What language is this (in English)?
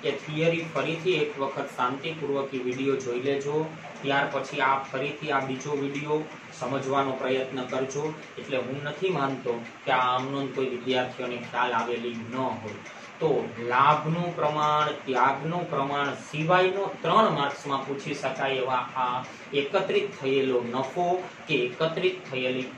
Gujarati